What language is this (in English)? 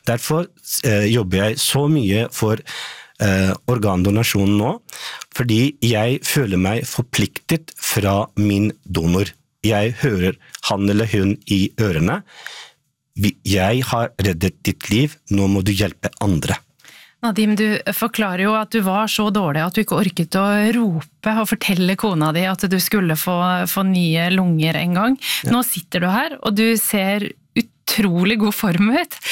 Norwegian